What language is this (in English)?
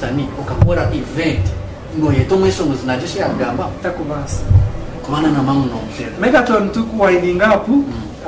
Nyankole